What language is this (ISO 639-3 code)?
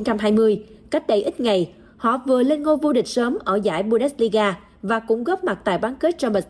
vie